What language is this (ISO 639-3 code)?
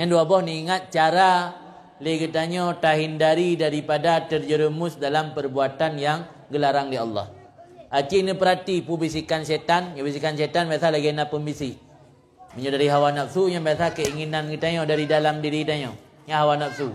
ace